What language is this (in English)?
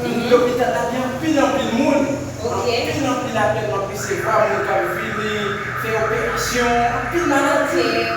Haitian Creole